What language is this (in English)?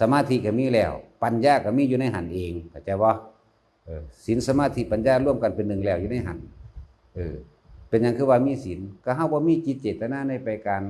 Northeastern Thai